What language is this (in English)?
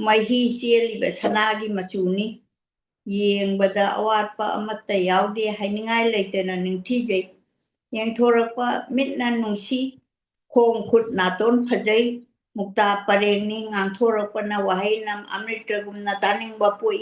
Manipuri